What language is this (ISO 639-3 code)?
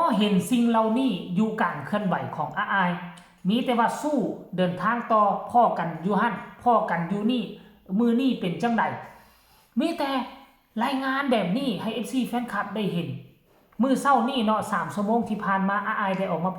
tts